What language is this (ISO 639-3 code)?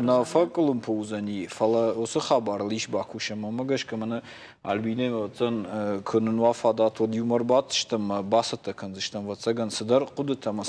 oss